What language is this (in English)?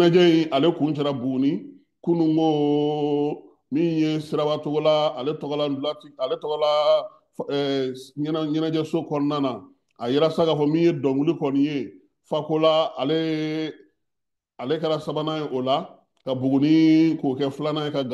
Bambara